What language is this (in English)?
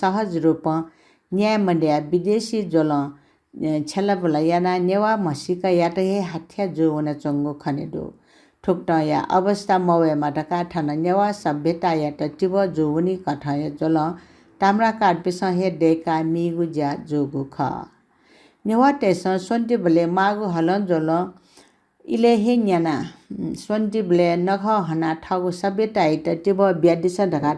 Newari